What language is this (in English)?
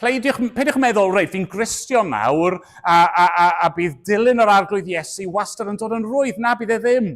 Welsh